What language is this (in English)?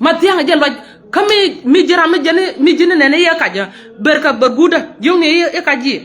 Nuer